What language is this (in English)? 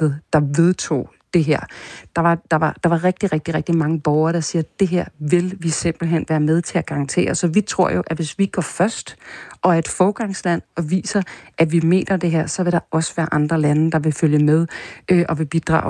Danish